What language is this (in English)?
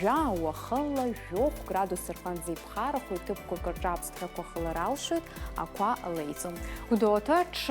Abkhazian